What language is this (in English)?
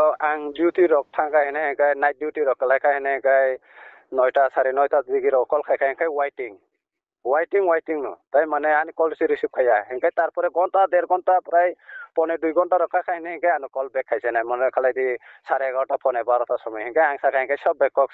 Kok Borok